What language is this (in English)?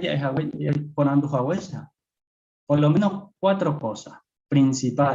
Guarani